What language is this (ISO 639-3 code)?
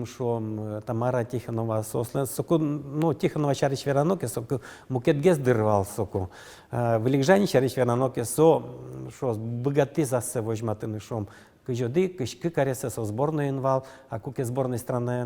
udm